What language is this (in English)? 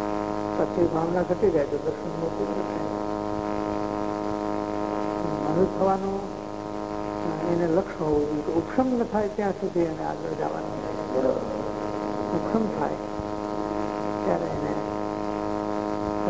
Gujarati